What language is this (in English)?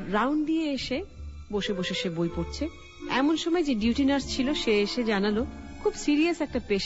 Bangla